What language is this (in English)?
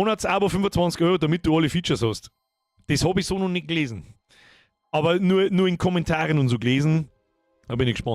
Bavarian